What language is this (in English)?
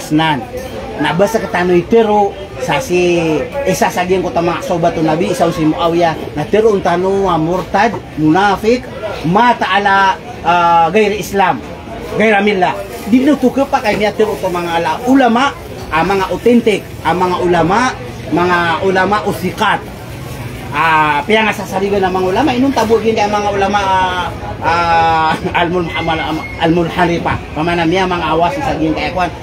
Maranao